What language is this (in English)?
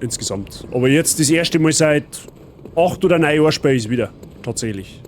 Bavarian